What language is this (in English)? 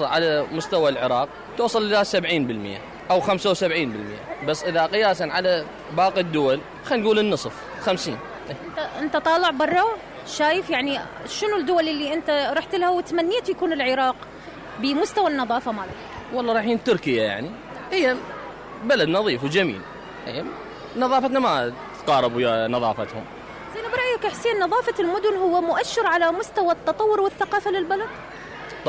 Mesopotamian Arabic